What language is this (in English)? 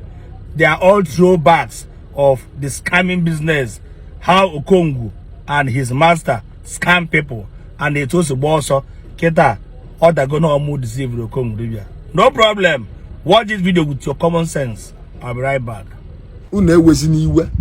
Igbo